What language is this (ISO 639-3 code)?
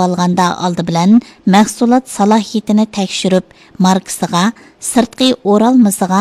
uig